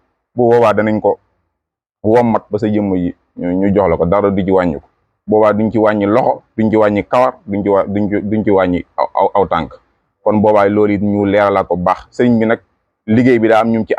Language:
Wolof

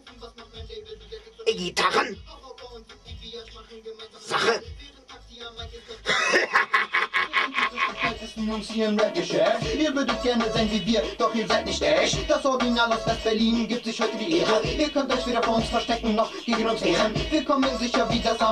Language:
German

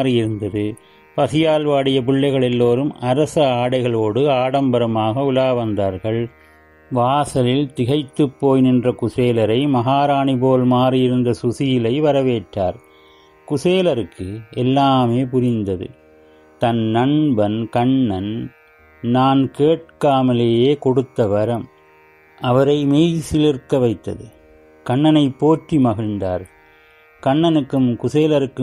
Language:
Tamil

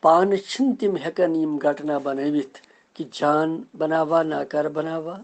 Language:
Kashmiri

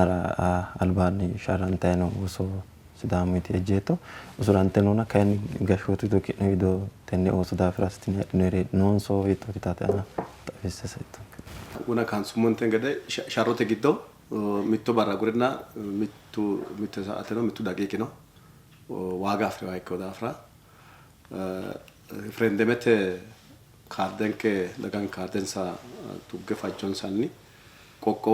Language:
Sidamo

